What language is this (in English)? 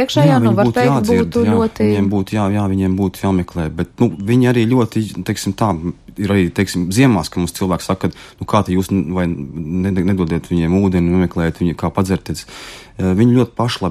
Latvian